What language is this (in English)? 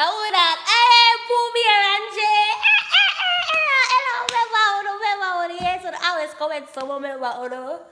Jamaican Creole English